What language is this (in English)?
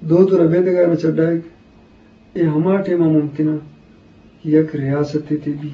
Eastern Balochi